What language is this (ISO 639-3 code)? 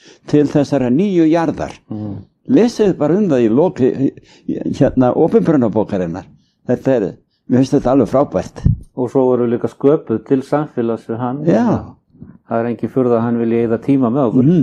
isl